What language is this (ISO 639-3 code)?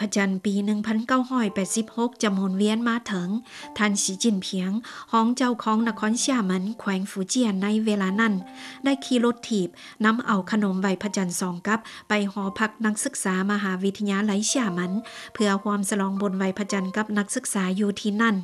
lao